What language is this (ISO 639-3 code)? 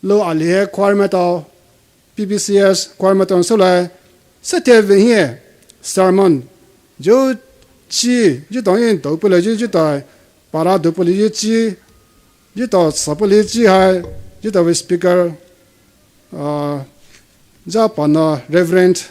pmx